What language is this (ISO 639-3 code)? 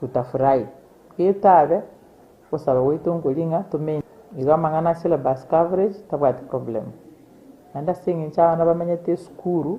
guz